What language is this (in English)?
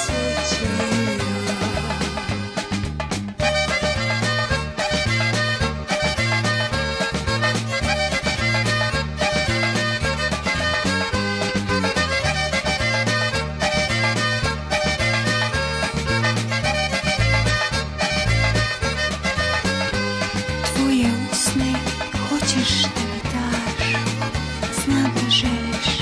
Serbian